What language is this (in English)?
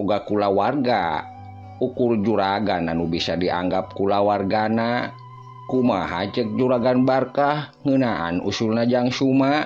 Sundanese